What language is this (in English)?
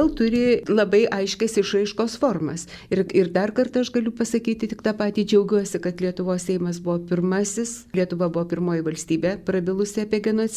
Lithuanian